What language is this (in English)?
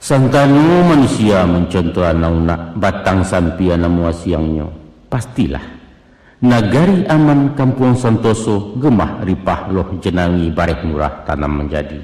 Minangkabau